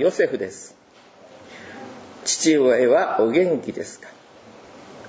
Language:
Japanese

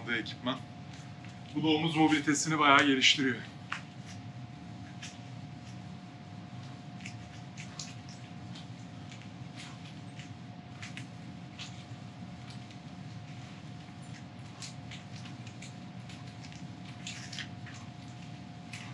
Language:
Turkish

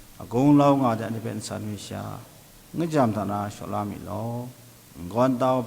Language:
Kachin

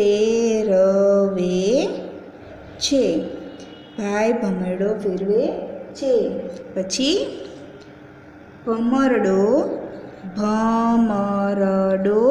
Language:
Gujarati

